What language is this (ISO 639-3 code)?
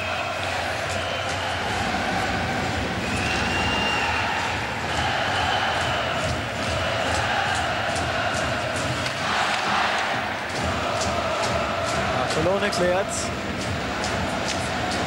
deu